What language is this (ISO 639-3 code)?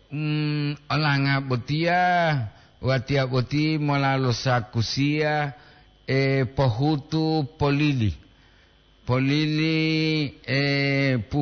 gor